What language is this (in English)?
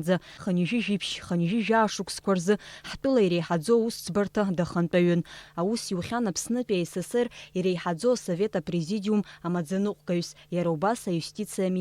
Abkhazian